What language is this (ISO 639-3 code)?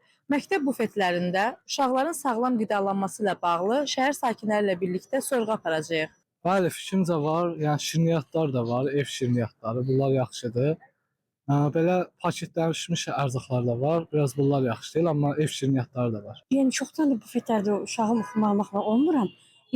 aze